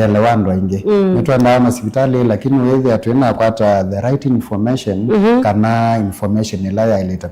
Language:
Kamba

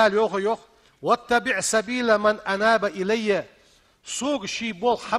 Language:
Ingush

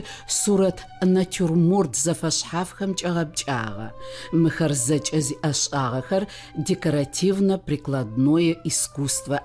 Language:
Adyghe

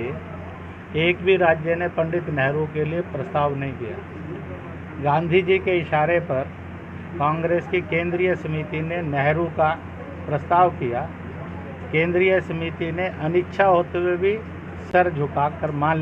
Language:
Hindi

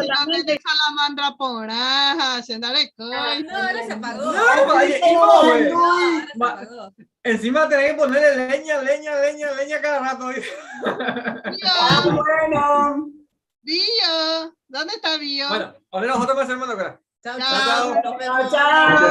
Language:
Guarani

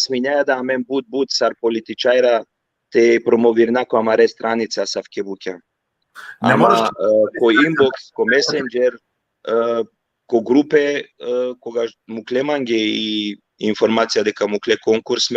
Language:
Balkan Romani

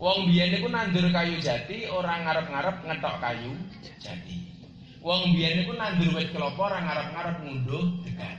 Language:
Javanese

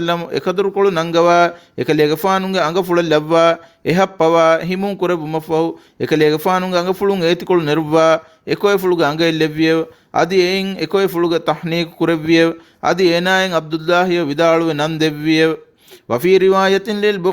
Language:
Divehi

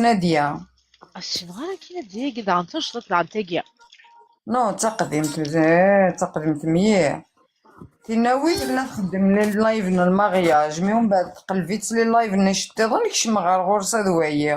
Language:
Kabyle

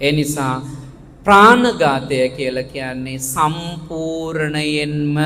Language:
Sinhala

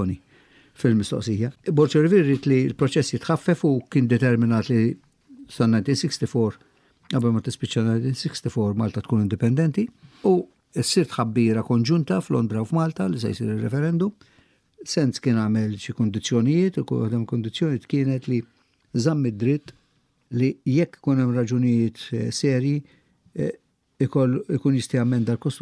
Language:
Maltese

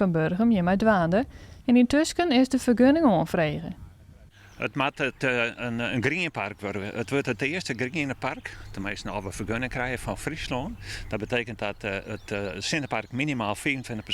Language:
Western Frisian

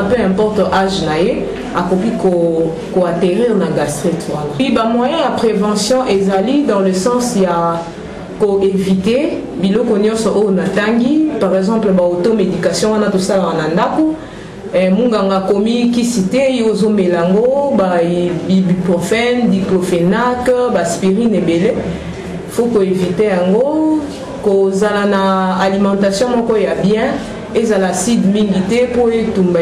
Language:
Lingala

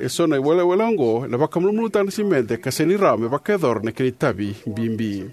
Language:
Fijian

